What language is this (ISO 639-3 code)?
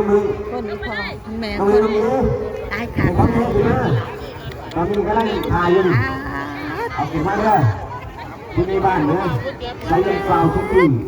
tts